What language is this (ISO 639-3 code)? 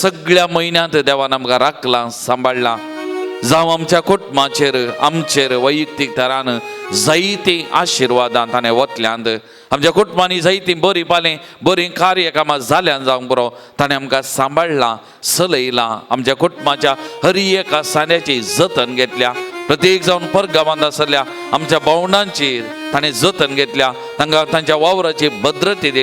kok